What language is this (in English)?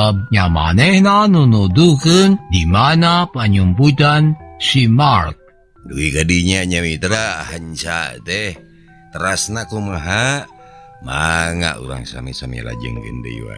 Sundanese